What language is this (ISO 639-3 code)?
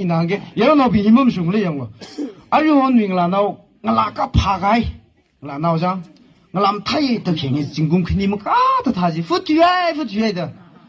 nmf